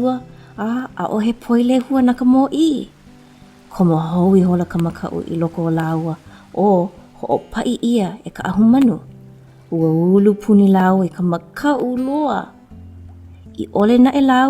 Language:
Hawaiian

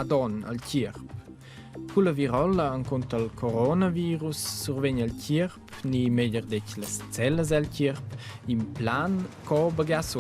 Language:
Romansh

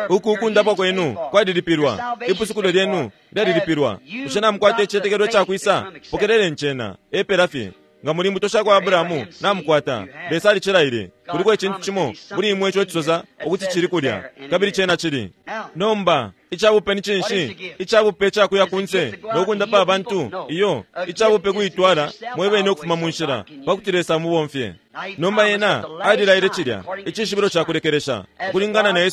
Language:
Bemba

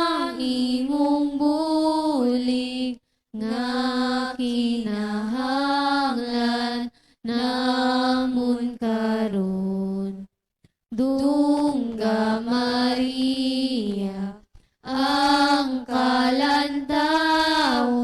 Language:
Hiligaynon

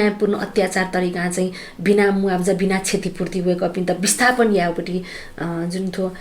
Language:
Newari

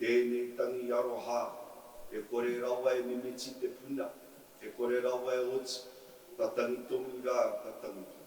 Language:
Māori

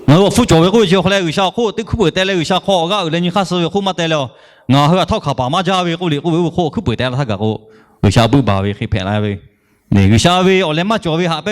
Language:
Lahu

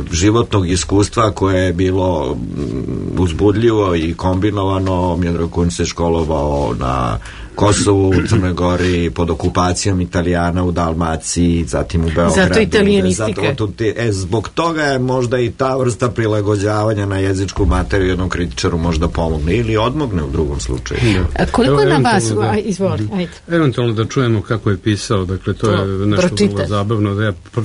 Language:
Serbian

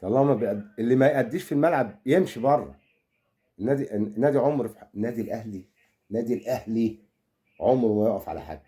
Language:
Egyptian Arabic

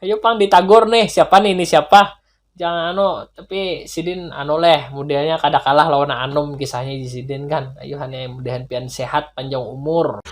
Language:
Banjar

